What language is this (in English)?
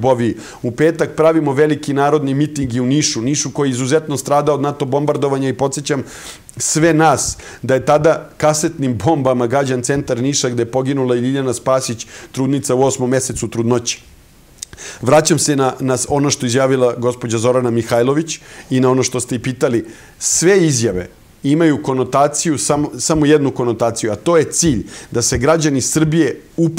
Serbian